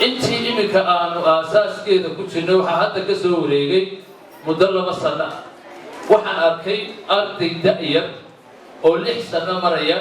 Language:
Somali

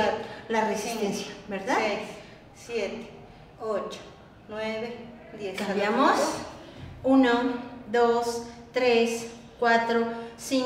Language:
Spanish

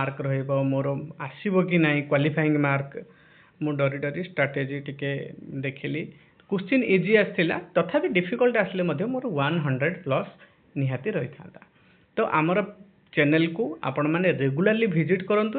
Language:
Odia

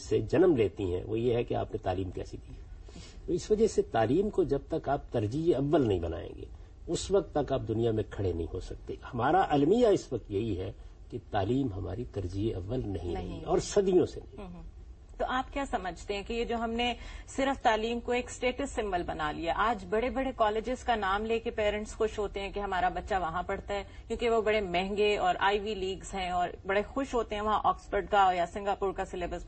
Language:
Urdu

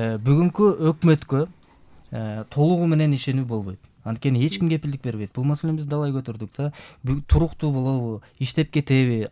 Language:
Kyrgyz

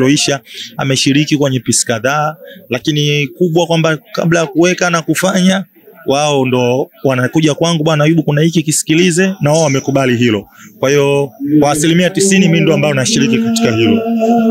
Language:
Swahili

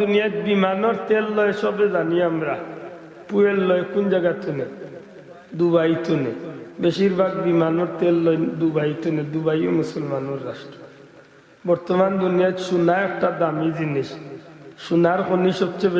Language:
Sylheti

